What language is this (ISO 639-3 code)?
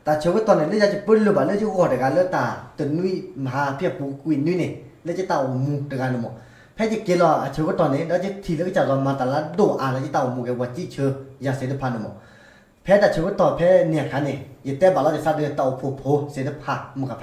ksw